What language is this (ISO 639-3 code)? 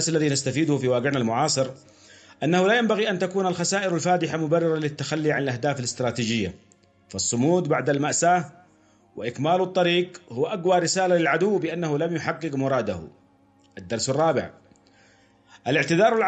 ara